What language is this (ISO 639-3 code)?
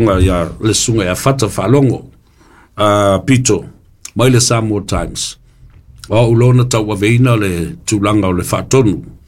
smo